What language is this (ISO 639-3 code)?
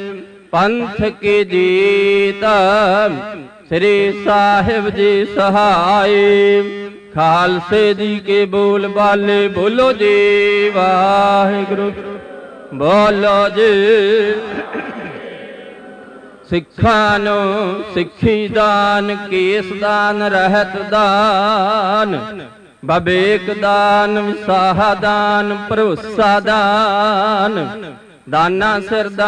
pan